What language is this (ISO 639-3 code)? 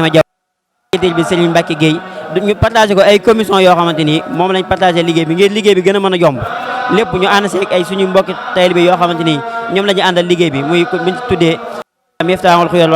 wol